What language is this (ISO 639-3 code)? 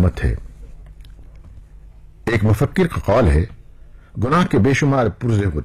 urd